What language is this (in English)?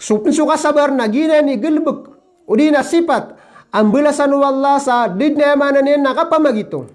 Maranao